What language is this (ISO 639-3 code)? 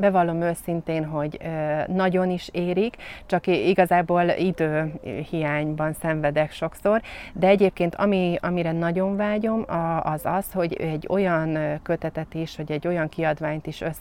hun